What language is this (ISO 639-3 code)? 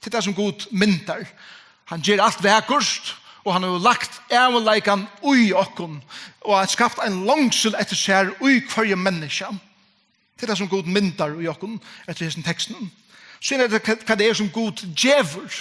fao